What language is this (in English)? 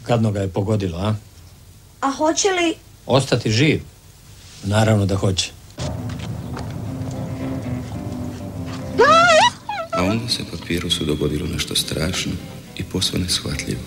Croatian